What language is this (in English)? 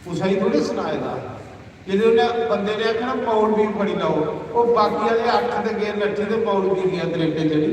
Dogri